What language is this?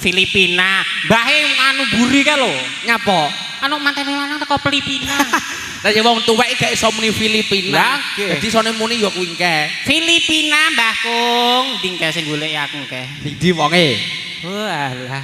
Javanese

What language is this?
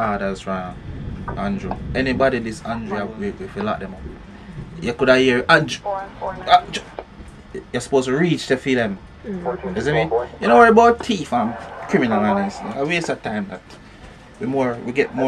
Jamaican Creole English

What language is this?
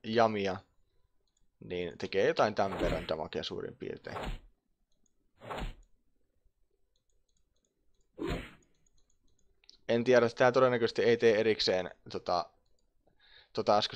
Finnish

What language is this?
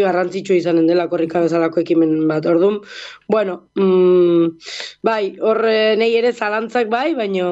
Basque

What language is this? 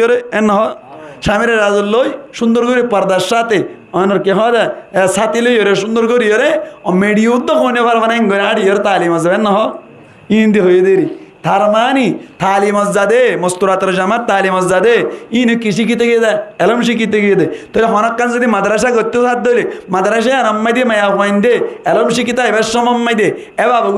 Rohingya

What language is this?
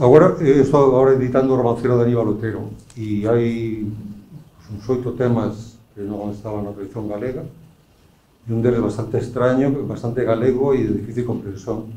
Galician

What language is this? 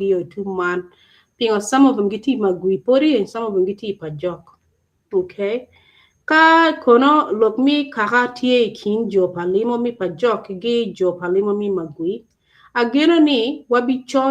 Acoli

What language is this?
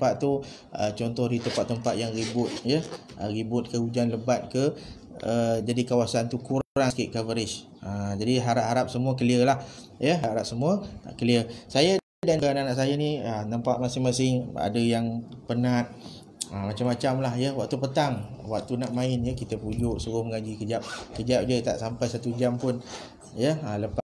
Malay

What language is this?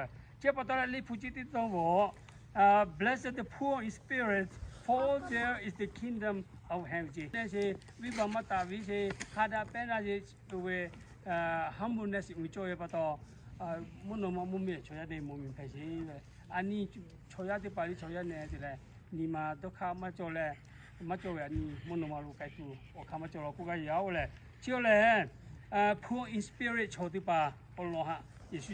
Lahu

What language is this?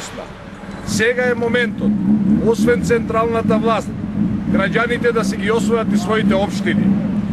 Macedonian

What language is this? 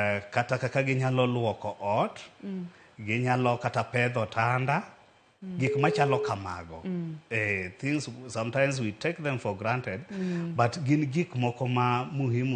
Luo (Kenya and Tanzania)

